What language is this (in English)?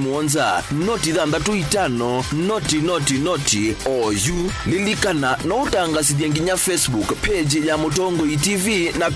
Kamba